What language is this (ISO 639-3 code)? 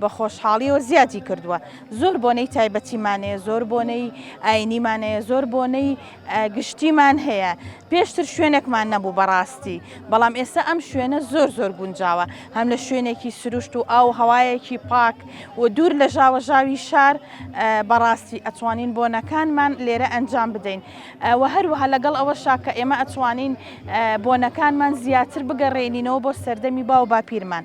ckb